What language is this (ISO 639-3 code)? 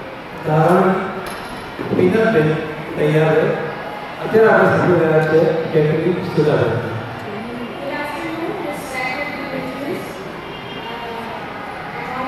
guj